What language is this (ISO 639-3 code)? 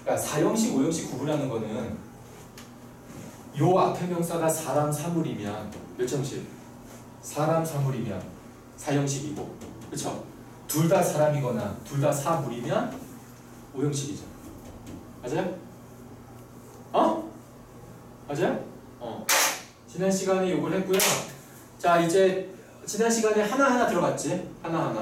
kor